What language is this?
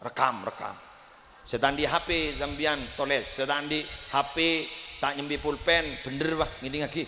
Madurese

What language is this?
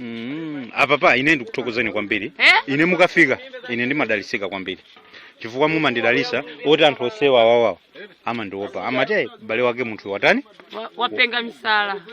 Nyanja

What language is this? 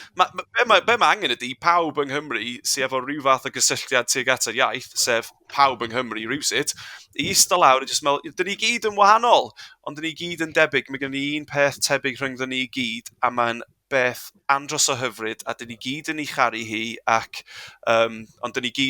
Welsh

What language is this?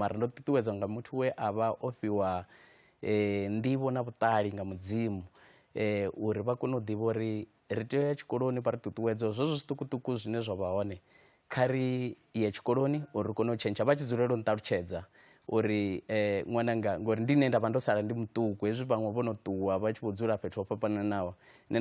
Venda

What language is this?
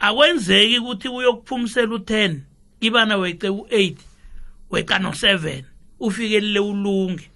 South Ndebele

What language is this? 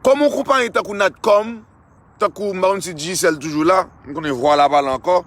Haitian Creole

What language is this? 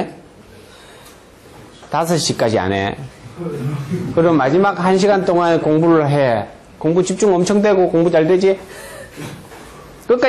Korean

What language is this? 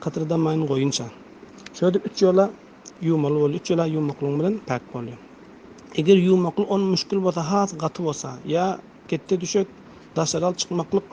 Turkmen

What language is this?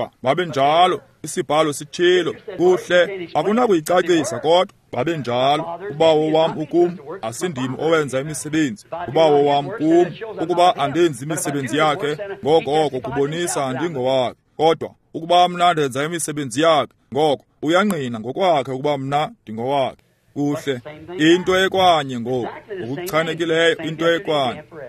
Xhosa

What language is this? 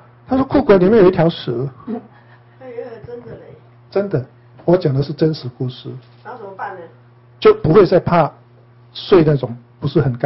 Chinese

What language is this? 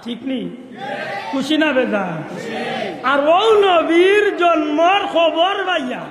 Sylheti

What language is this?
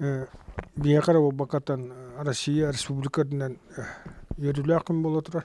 Yakut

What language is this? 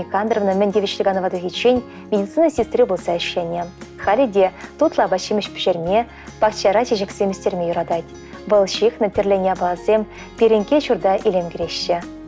Chuvash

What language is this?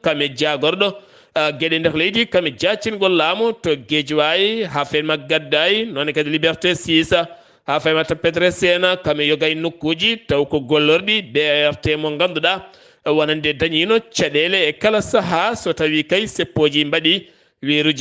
Fula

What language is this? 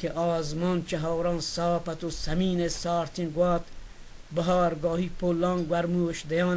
Baluchi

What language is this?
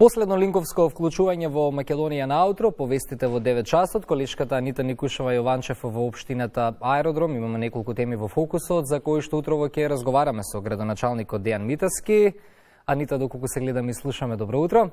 Macedonian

